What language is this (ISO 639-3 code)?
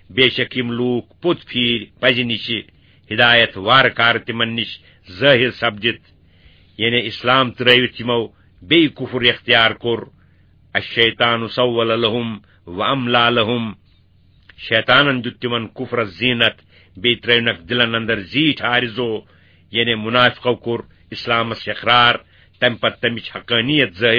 kas